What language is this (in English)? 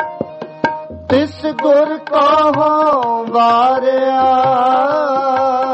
Punjabi